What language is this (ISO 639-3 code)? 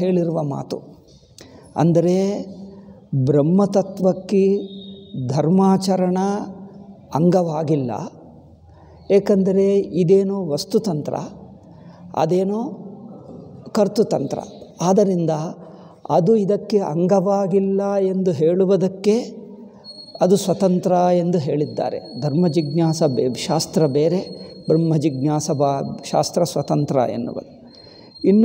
kan